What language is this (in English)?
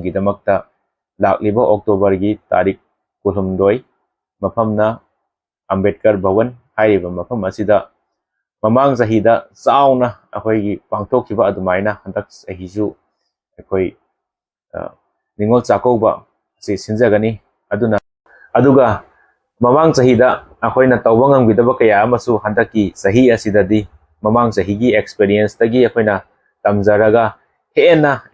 Manipuri